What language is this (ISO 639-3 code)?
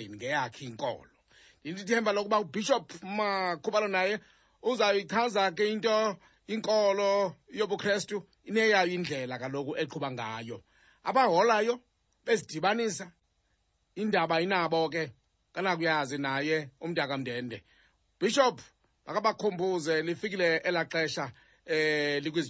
xho